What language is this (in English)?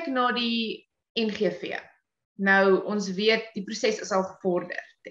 Afrikaans